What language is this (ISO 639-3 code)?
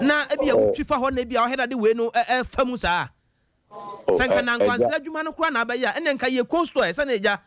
aka